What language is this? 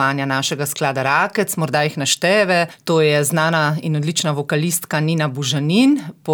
Slovenian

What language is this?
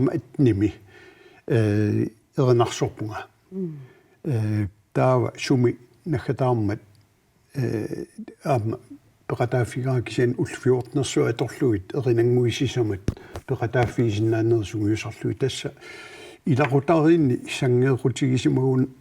Kalaallisut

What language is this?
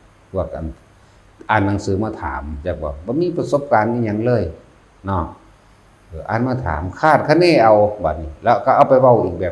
Lao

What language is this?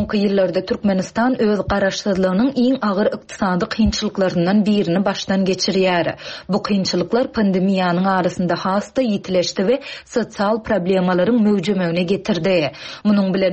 Turkmen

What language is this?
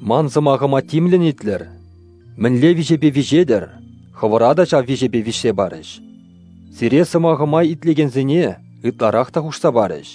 Chuvash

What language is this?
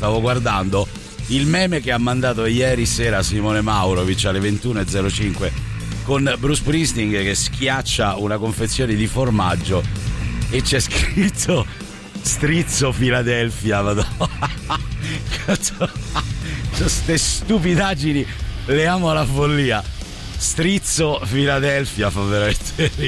Italian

